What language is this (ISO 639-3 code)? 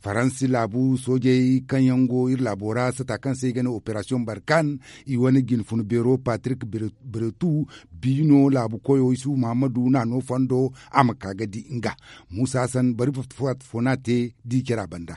dje